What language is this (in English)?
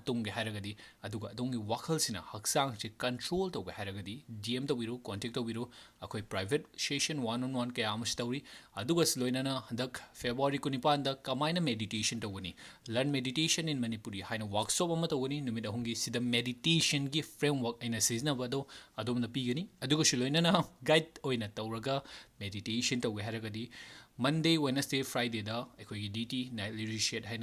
Manipuri